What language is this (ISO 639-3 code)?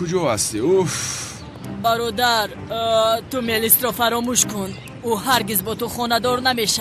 tgk